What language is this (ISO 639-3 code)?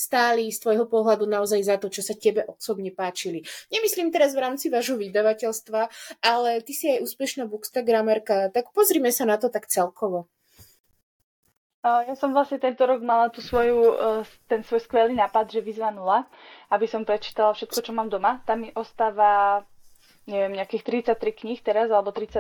slk